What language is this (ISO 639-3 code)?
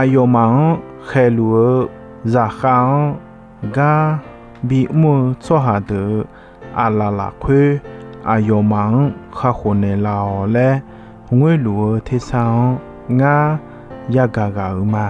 ahk